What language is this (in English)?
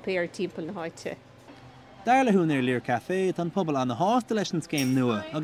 Irish